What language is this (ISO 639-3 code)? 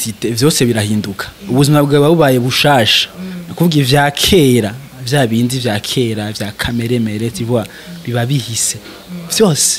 run